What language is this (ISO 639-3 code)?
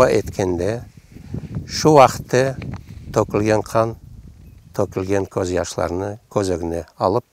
crh